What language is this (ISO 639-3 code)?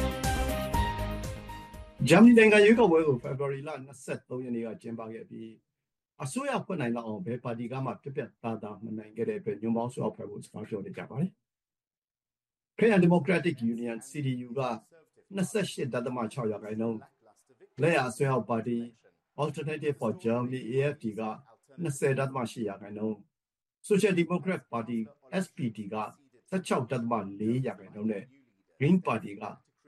mya